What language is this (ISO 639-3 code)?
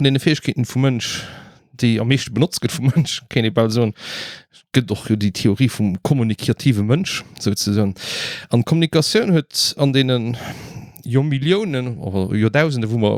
ltz